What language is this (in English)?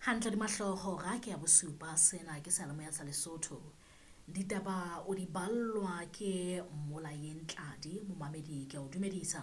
Southern Sotho